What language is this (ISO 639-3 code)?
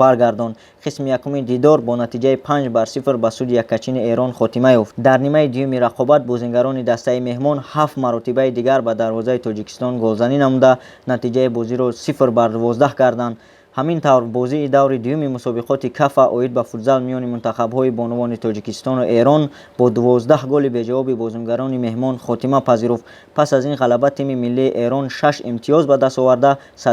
tgk